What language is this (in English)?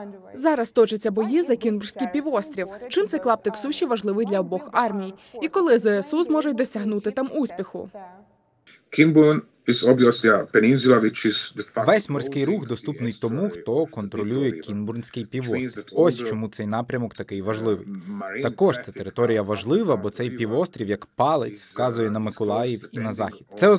Ukrainian